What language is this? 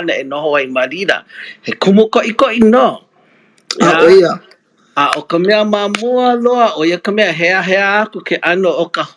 Hawaiian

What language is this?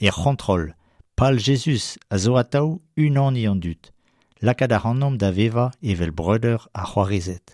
Breton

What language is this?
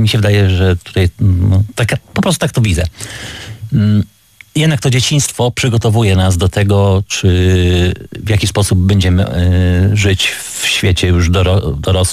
Polish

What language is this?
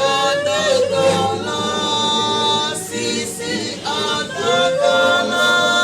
Tongan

